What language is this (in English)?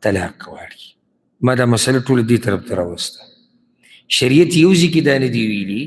Pashto